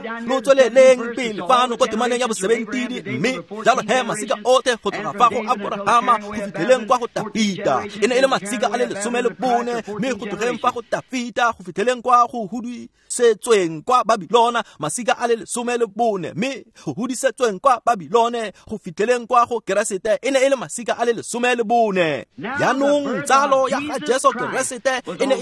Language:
Tswana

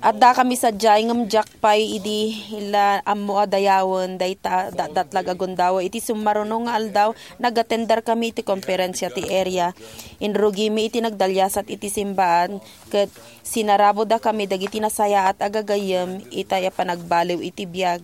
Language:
Iloko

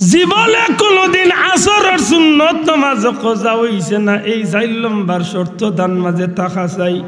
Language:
Sylheti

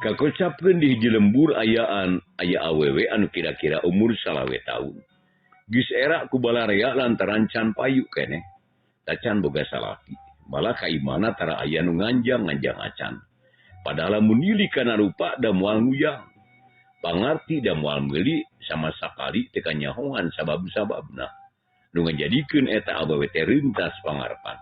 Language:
Sundanese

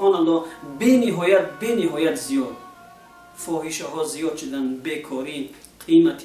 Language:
Tajik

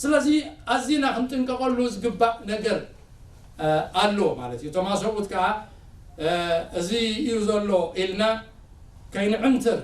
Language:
Tigrinya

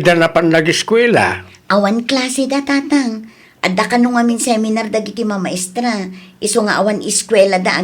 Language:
Iloko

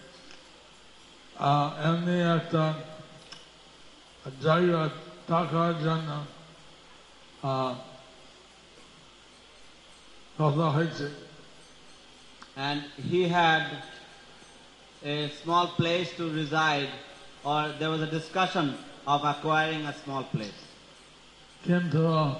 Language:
Bangla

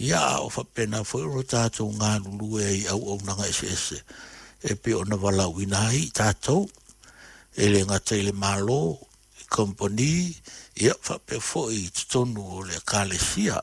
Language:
Samoan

